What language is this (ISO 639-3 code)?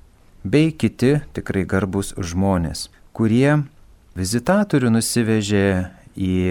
lit